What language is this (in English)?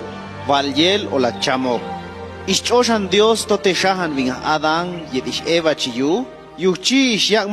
Chuj